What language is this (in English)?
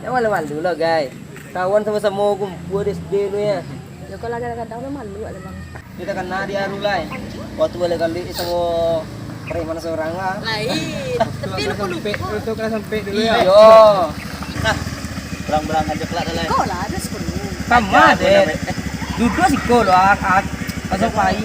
Minangkabau